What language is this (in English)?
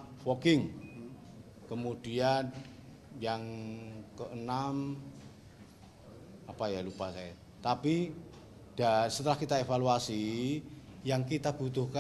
Indonesian